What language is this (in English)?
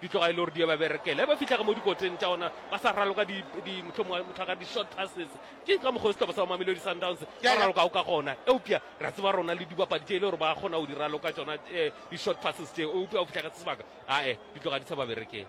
Northern Sotho